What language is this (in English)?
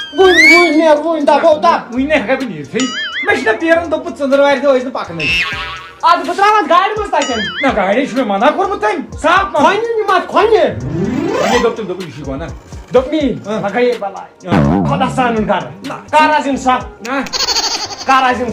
Kashmiri